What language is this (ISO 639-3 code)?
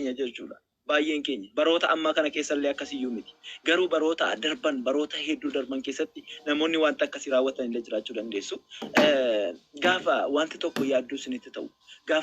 orm